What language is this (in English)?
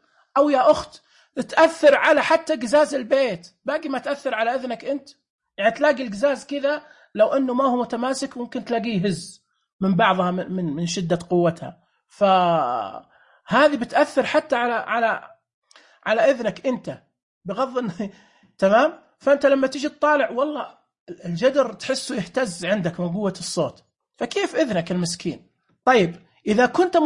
Najdi Arabic